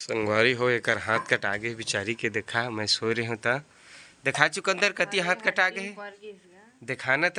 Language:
Chhattisgarhi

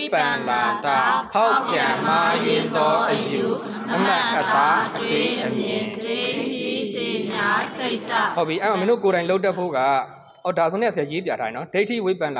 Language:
Burmese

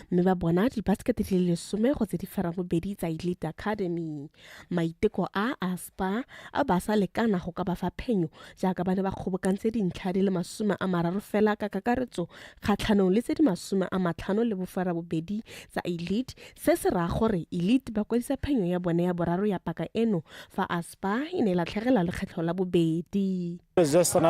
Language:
Tswana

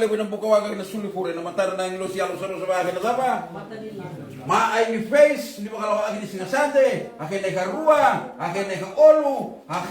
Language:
Fijian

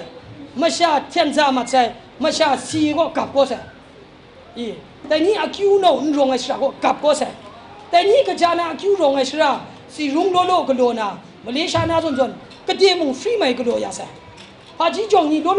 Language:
Kachin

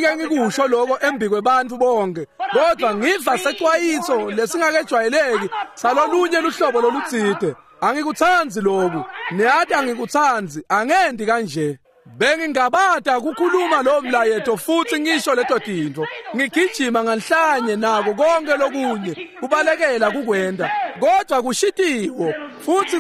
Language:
Swati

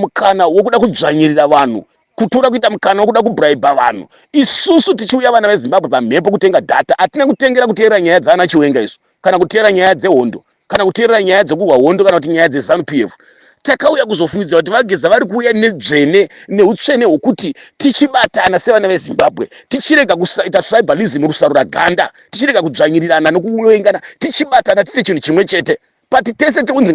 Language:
Shona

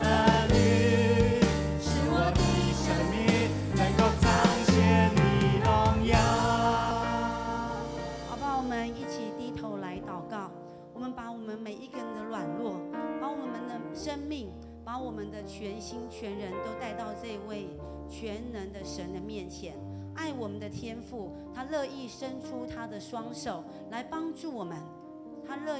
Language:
Chinese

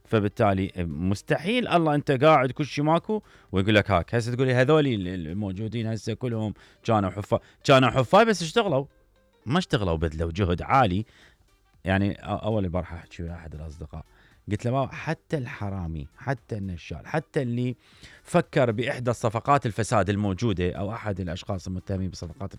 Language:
Mesopotamian Arabic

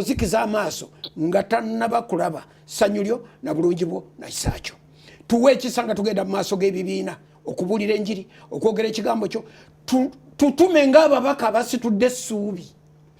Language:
Ganda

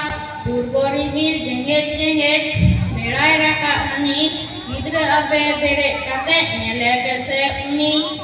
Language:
Santali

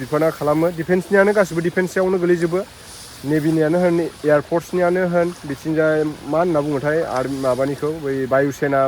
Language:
Bodo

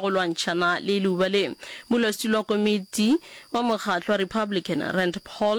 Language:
Northern Sotho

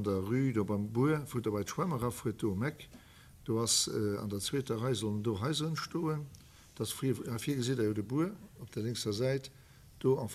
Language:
Luxembourgish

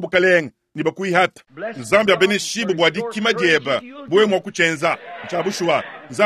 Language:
Luba-Lulua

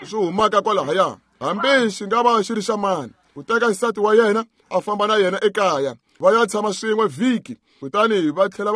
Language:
Tsonga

